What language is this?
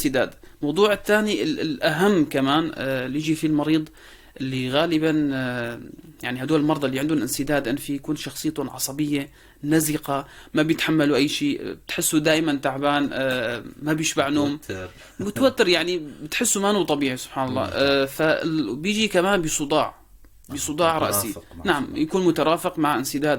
North Levantine Arabic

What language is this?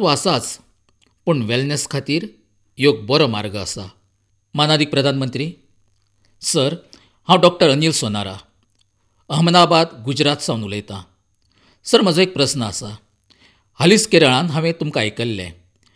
Konkani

